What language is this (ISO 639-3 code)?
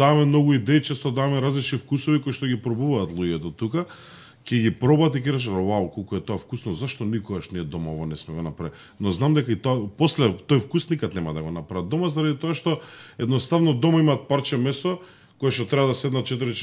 mkd